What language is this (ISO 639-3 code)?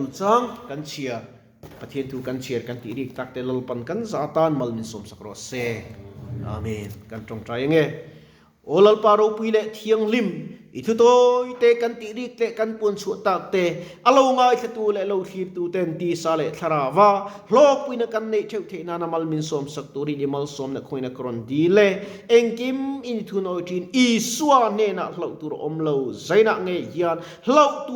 lus